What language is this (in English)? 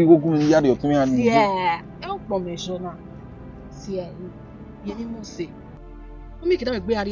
Bini